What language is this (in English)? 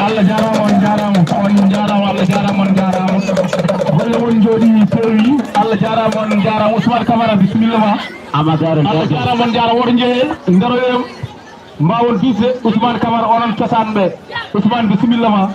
Fula